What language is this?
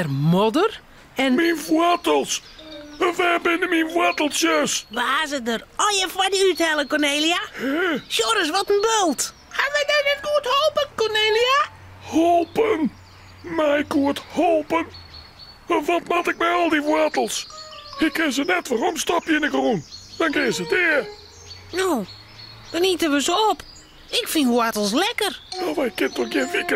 Western Frisian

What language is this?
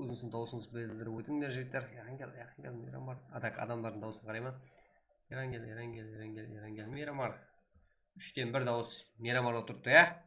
Kara-Kalpak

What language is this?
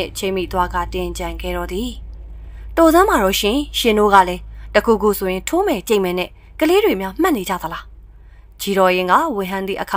Burmese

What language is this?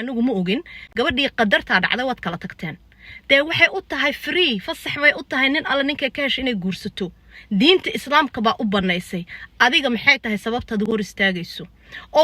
Somali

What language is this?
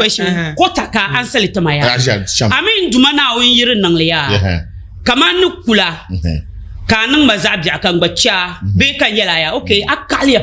Dagbani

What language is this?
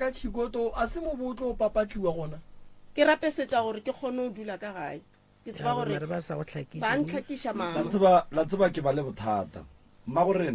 Northern Sotho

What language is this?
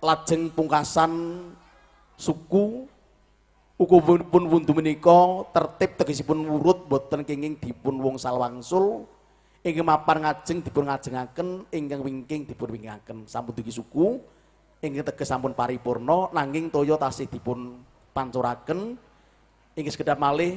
Javanese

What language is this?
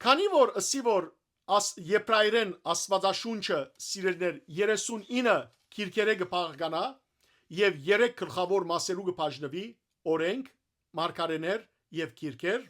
Western Armenian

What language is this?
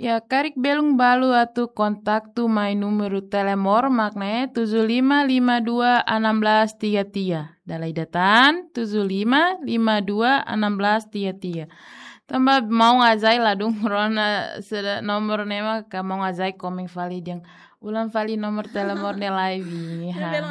Tetum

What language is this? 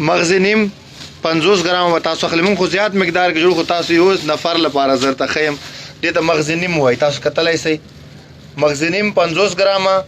Pashto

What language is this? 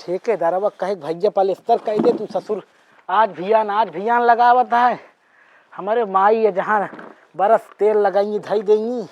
Awadhi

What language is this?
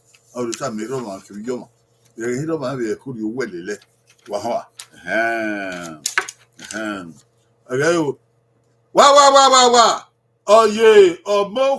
Bini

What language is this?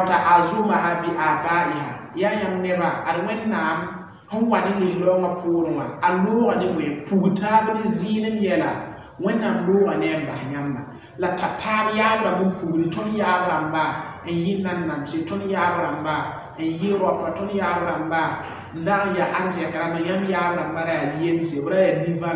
Mossi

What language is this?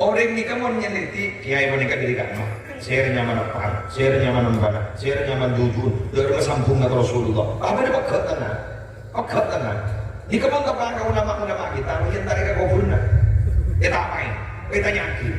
Madurese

